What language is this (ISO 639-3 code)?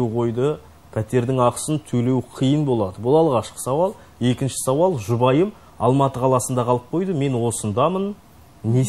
kaz